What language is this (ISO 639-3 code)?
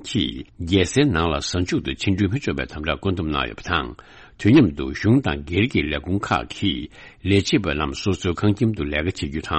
bod